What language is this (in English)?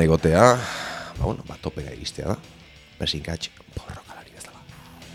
Basque